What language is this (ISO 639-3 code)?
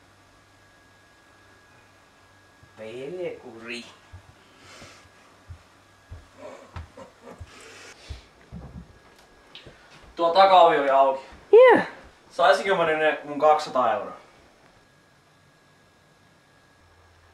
fin